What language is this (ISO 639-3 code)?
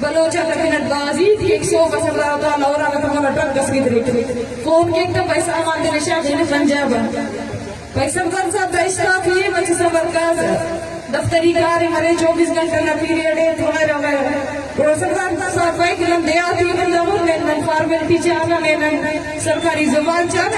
bgp